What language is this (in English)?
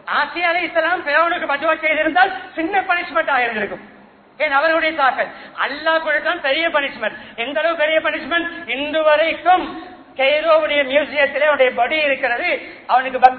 Tamil